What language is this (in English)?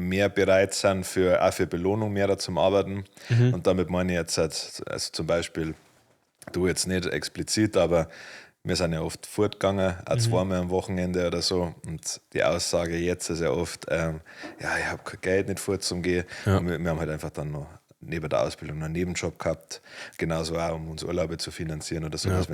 Bavarian